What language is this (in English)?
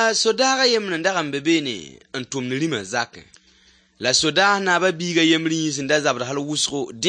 Mossi